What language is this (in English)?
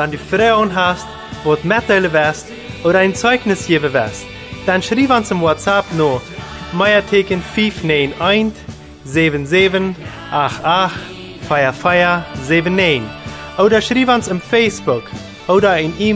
Plautdietsch